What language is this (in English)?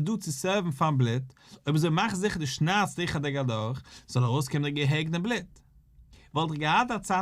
Yiddish